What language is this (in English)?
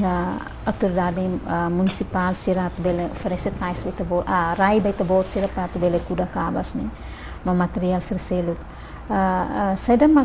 Tetum